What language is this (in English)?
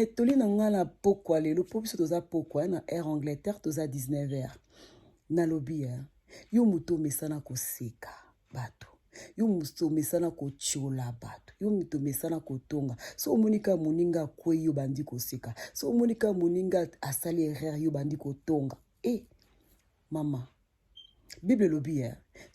Lingala